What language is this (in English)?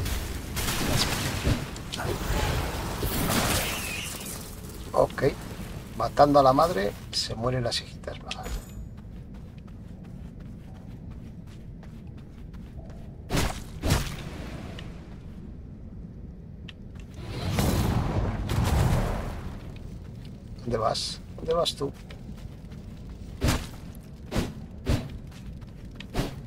Spanish